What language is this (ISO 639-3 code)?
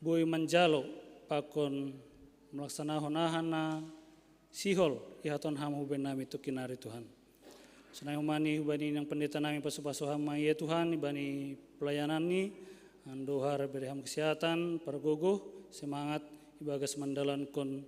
bts